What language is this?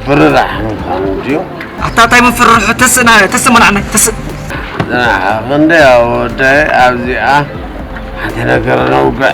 Tigrinya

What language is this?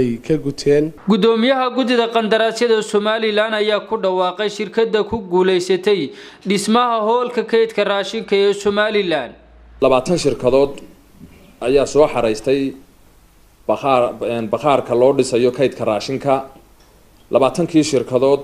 Somali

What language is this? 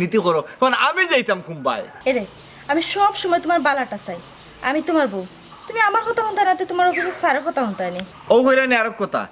Sylheti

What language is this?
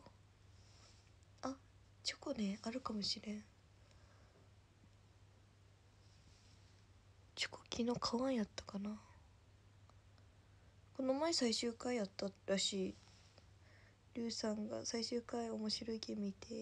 Japanese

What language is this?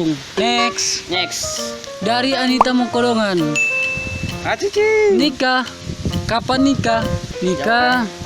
Manado Malay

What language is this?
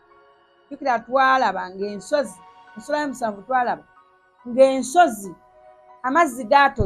Ganda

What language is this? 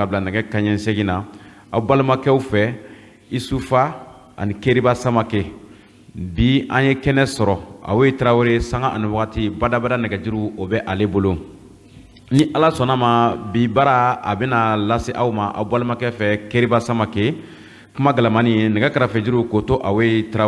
Bambara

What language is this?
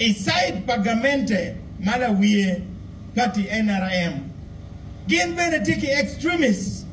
Acoli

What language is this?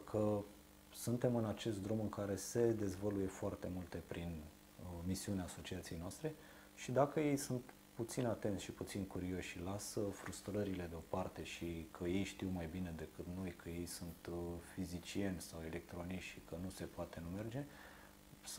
Romanian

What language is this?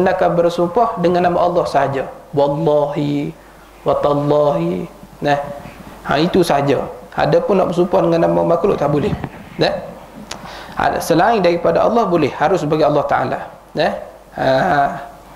Malay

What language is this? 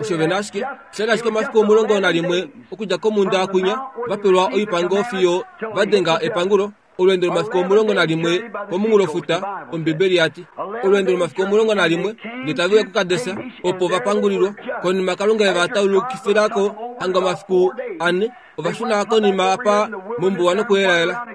Kuanyama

